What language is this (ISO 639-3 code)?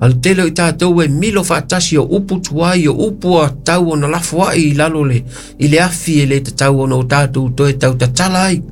smo